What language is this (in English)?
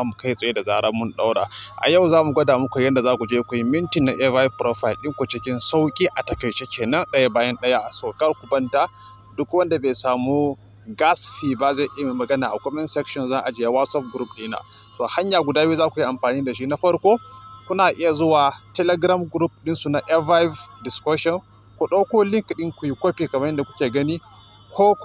Hausa